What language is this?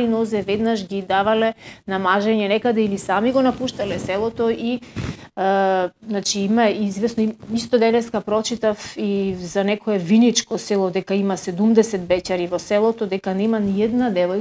Macedonian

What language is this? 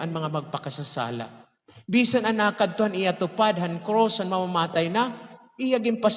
Waray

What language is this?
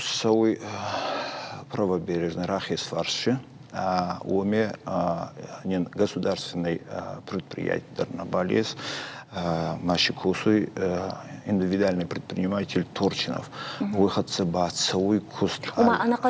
Ossetic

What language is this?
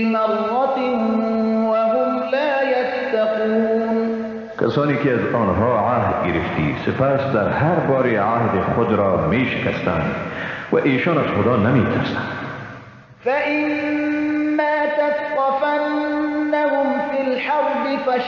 Persian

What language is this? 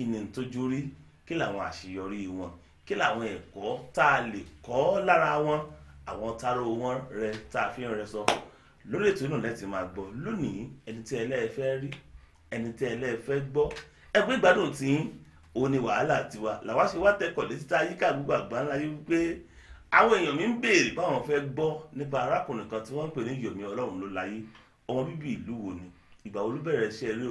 Yoruba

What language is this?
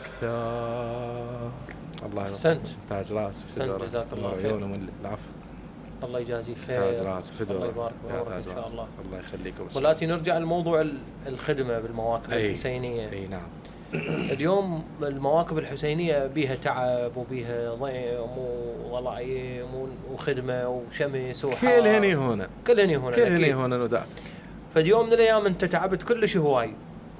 Mesopotamian Arabic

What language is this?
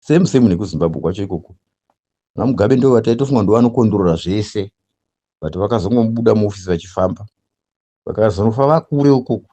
Shona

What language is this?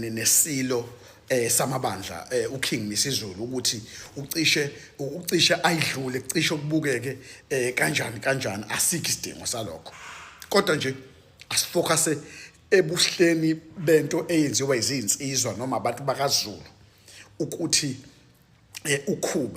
Zulu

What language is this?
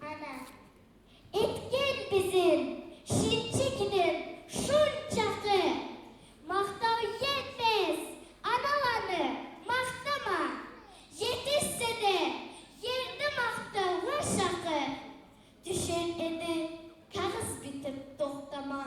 Kumyk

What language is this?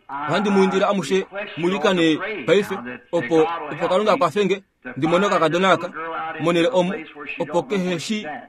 Kuanyama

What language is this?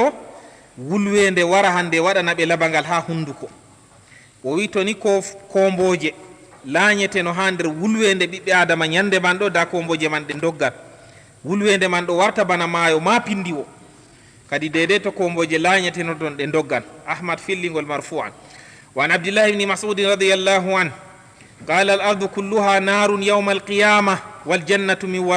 Fula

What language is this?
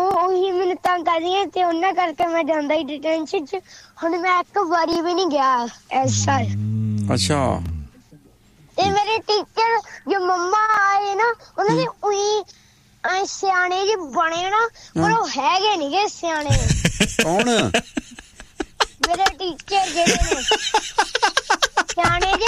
Punjabi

